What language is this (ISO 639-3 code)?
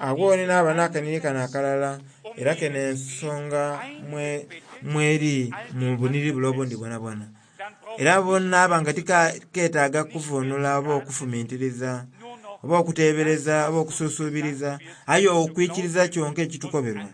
xog